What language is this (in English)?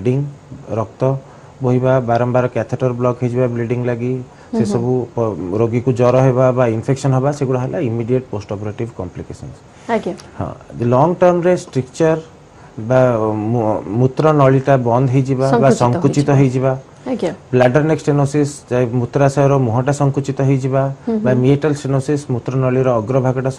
Odia